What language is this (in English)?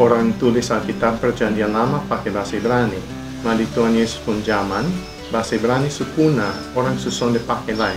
Kupang Malay